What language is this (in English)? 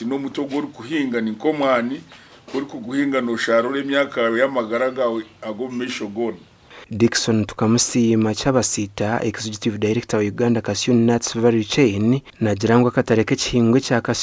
Nyankole